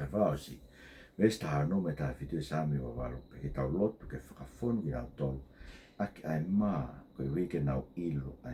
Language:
Tongan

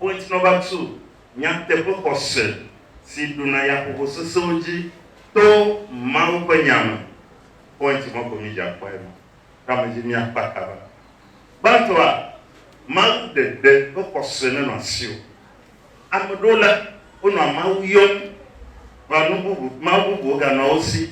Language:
Ewe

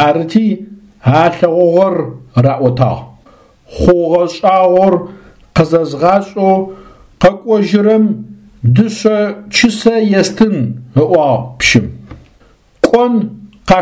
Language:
Adyghe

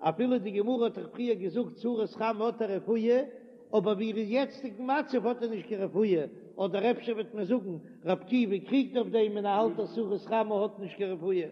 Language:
Yiddish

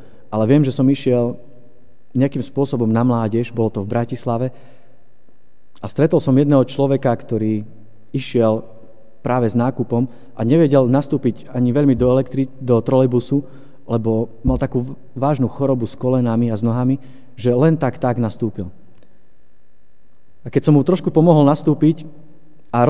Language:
Slovak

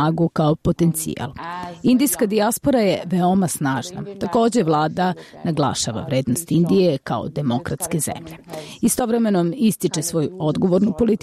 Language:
Serbian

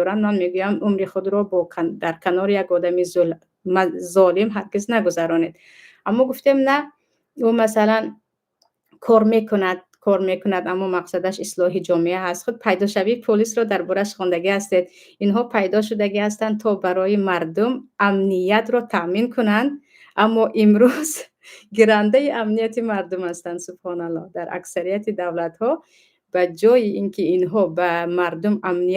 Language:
Tajik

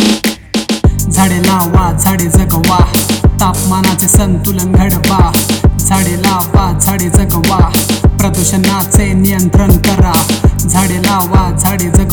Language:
Marathi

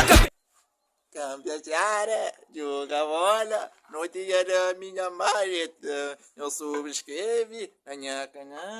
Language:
Kabuverdianu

